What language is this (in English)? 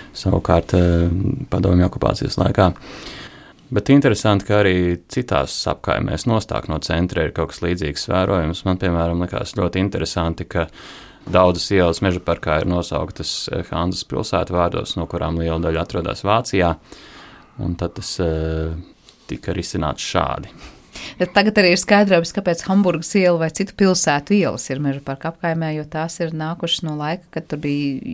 Latvian